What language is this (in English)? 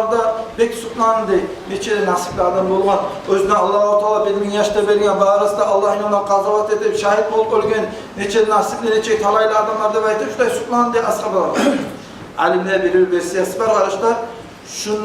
Kumyk